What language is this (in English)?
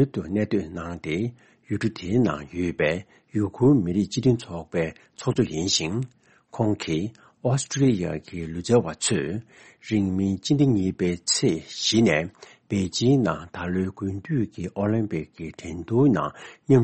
Tibetan